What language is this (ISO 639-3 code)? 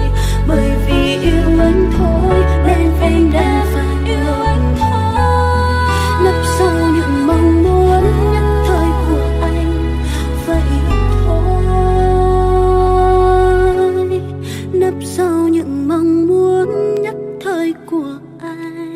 vie